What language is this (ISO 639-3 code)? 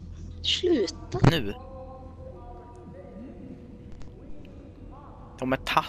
swe